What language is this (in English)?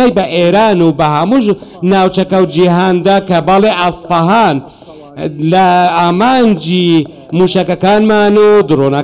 Central Kurdish